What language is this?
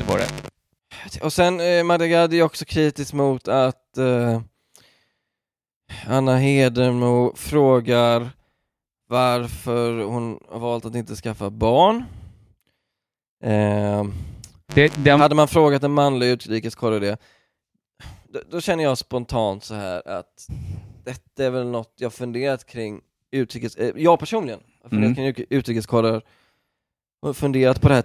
Swedish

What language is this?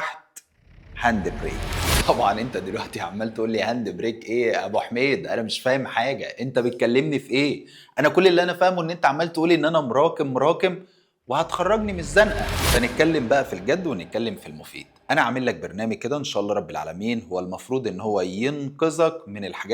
Egyptian Arabic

